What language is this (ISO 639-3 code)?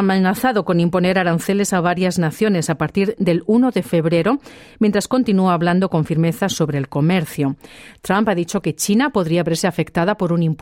spa